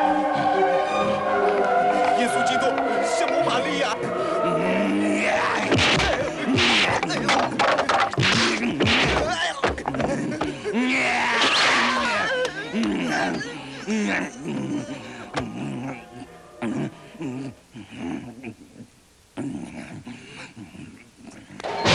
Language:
Chinese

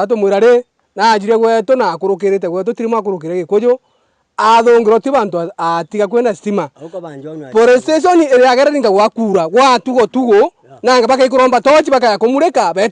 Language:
Meru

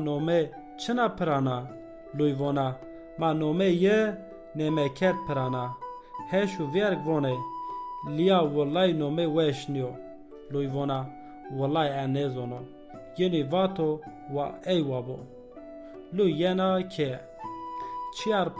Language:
Zaza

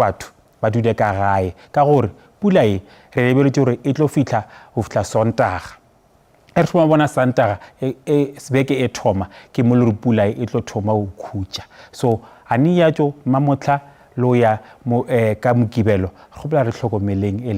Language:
Northern Sotho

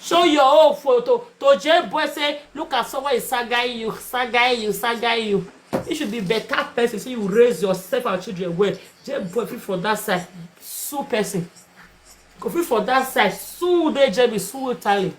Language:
Nigerian Pidgin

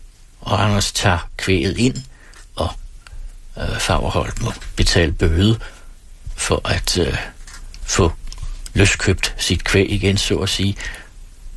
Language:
Danish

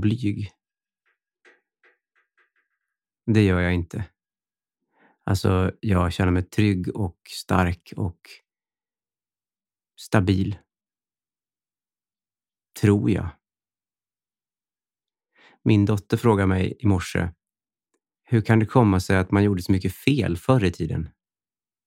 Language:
Swedish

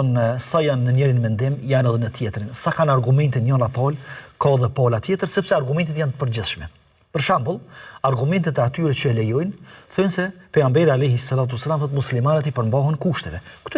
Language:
Albanian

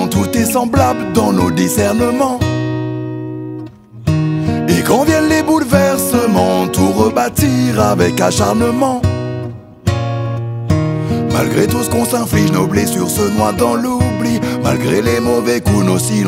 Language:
French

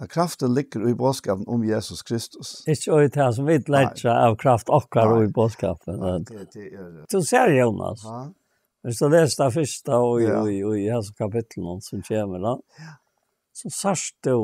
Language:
Faroese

